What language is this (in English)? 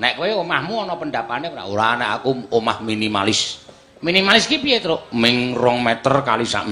Javanese